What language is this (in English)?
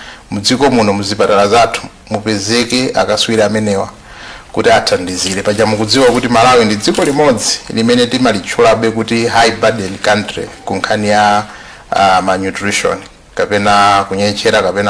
Nyanja